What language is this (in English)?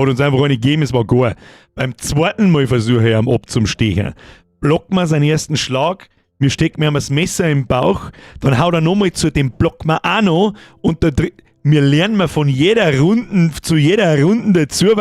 Bavarian